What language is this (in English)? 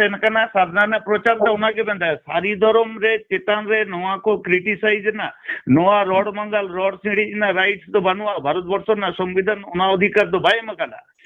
Santali